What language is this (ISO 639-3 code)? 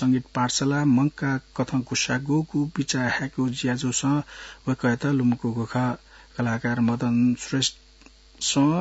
new